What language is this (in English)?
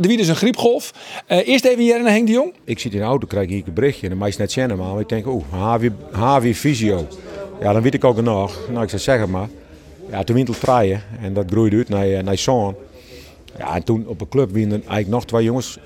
Western Frisian